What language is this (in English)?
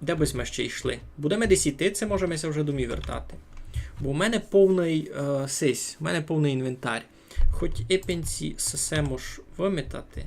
Rusyn